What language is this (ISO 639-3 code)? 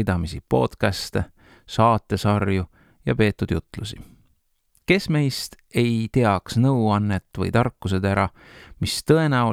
est